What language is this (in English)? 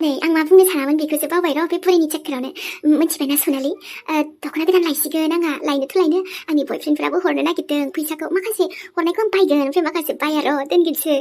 Bodo